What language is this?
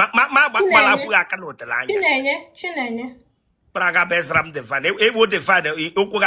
Igbo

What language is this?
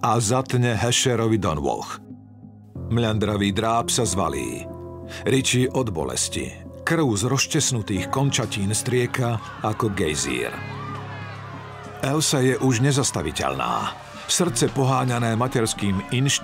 Slovak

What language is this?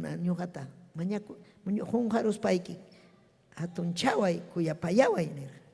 Ayacucho Quechua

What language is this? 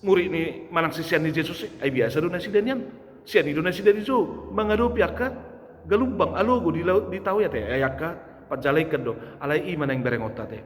Batak Toba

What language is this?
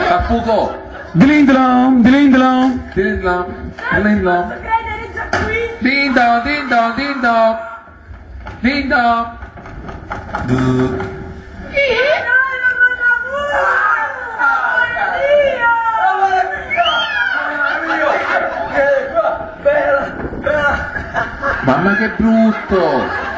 Italian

